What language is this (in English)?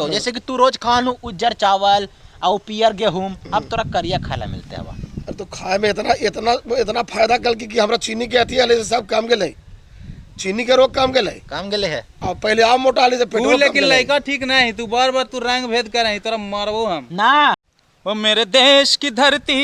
Magahi